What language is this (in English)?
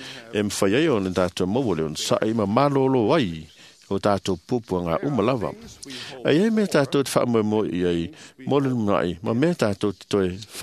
Samoan